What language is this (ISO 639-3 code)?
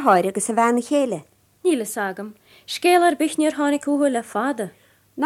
gle